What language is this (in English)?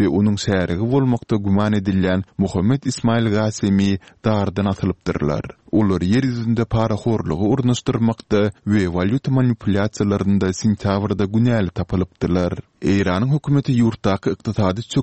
Turkmen